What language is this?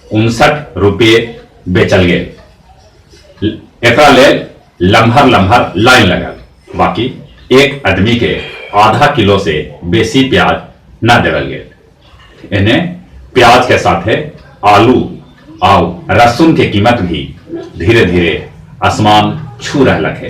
Magahi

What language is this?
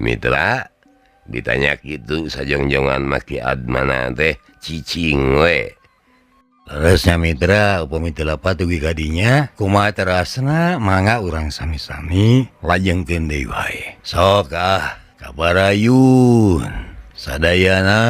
Sundanese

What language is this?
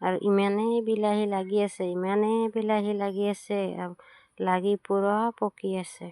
Assamese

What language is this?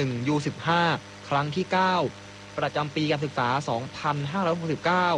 Thai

